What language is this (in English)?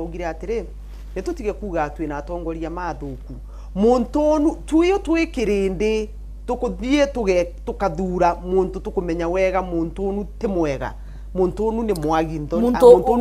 Meru